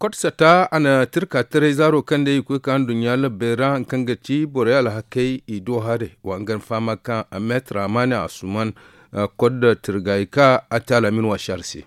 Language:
Zarma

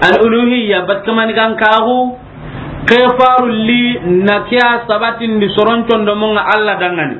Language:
Soninke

